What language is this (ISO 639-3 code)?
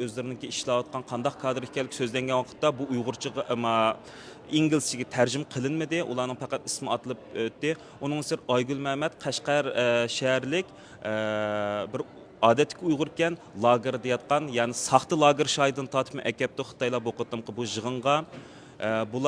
uig